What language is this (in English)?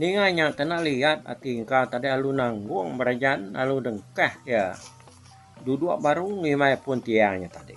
Iban